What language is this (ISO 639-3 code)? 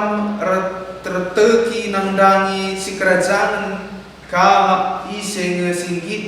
btx